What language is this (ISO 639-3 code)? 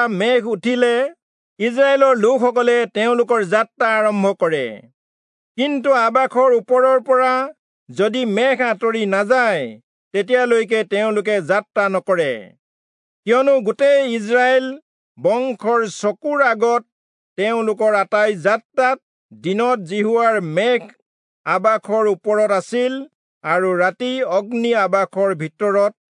asm